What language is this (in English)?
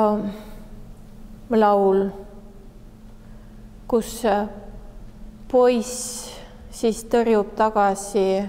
Estonian